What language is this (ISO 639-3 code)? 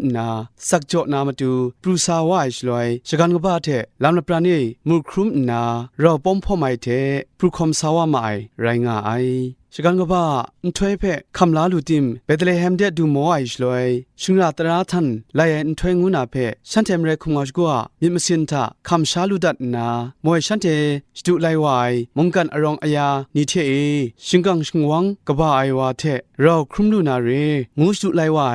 kac